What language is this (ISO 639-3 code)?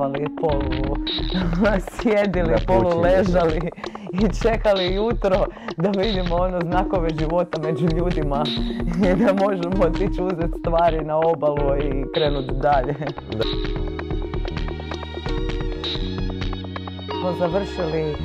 hrv